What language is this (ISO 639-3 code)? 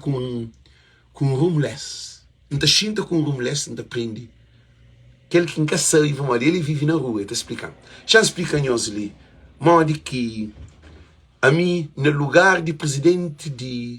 kea